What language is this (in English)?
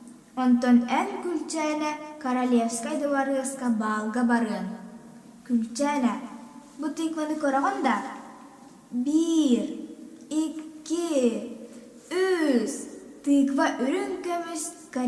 Yakut